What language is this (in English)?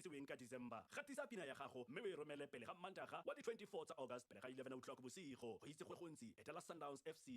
Tswana